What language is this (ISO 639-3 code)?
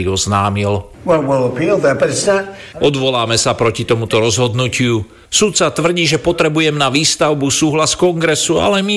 slk